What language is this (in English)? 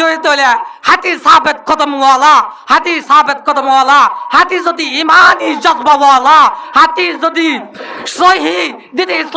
Rohingya